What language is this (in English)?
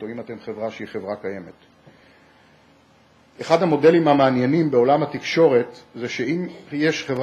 Hebrew